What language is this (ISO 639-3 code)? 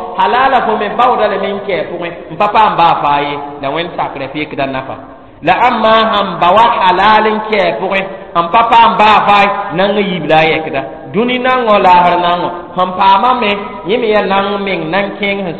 mos